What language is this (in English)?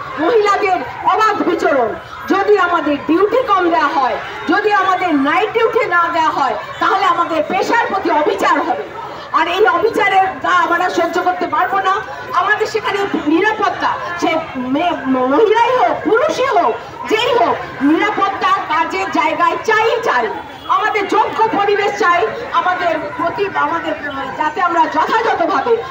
Bangla